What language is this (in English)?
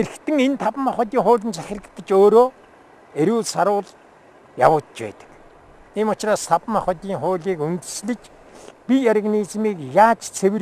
Mongolian